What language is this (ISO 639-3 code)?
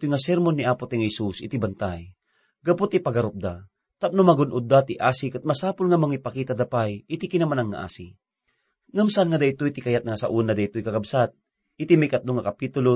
ilo